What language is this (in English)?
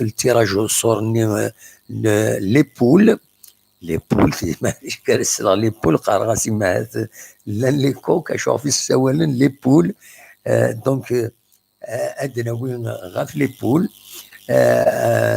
Kabyle